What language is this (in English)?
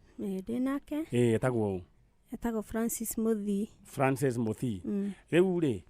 Kikuyu